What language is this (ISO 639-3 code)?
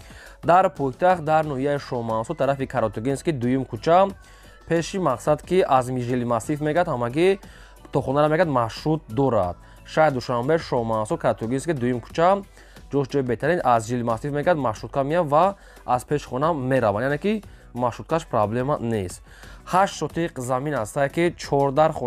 tgk